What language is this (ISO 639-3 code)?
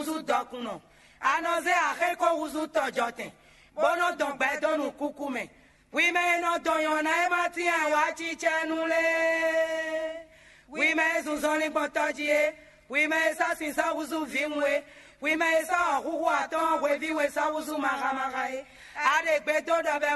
fon